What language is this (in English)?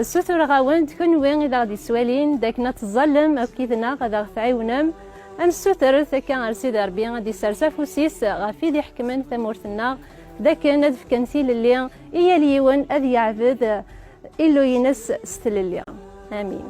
Kabyle